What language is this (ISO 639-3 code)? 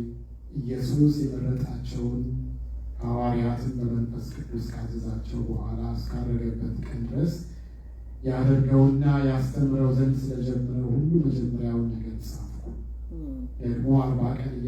amh